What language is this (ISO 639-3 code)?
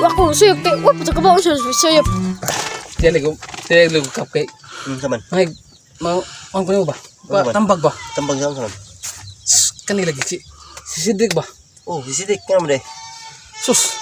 ceb